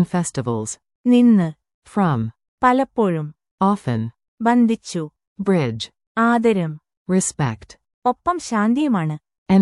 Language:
Malayalam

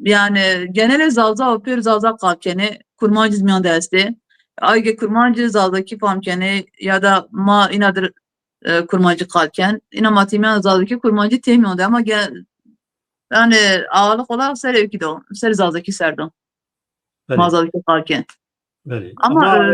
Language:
Zaza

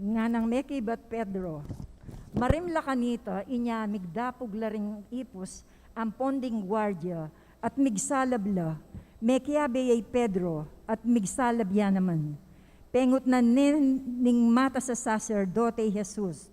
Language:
Pampanga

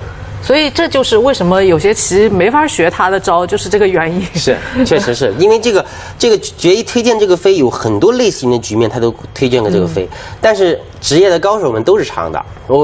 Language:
Chinese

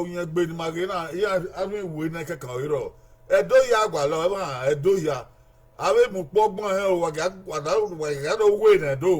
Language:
Bini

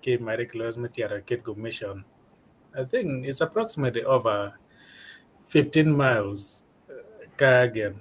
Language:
Acoli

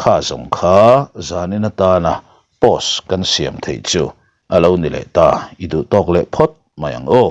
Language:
Mizo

